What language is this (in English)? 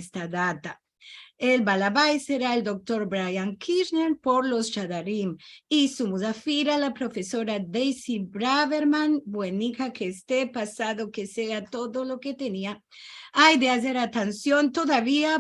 Ladino